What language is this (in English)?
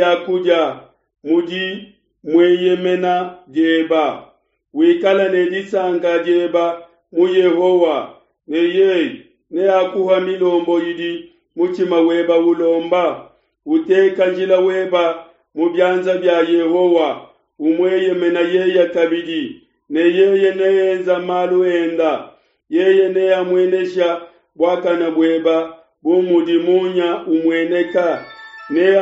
Luba-Lulua